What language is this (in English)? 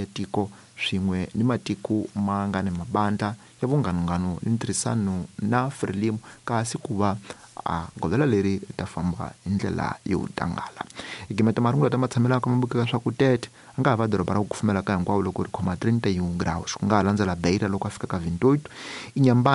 Tsonga